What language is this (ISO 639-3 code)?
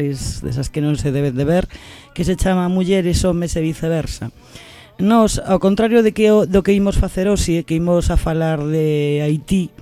glg